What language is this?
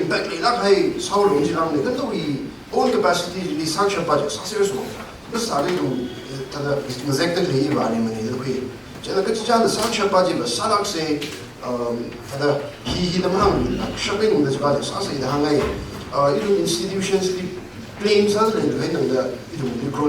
Tangkhul Naga (India)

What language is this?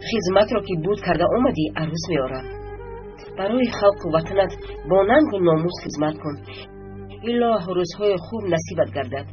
Tajik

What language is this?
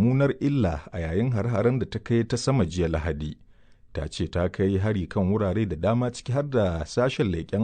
Hausa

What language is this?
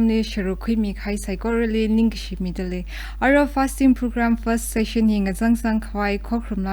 Tangkhul Naga (India)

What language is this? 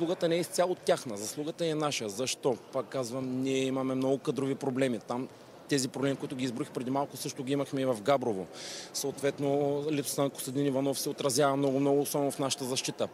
Bulgarian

